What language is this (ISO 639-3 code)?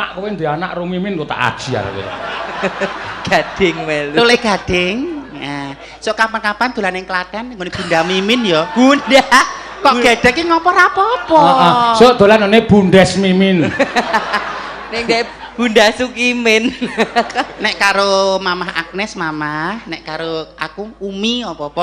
jav